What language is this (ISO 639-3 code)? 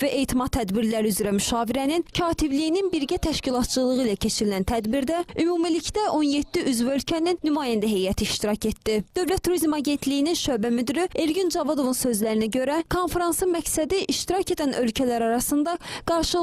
aze